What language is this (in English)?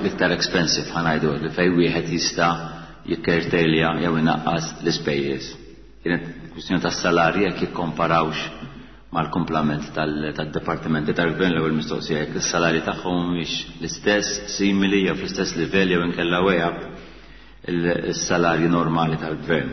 Maltese